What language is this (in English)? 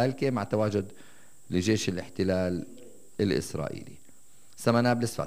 North Levantine Arabic